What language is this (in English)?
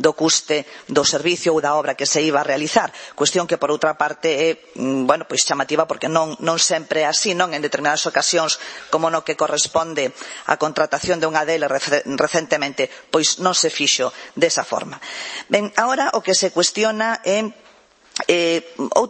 Galician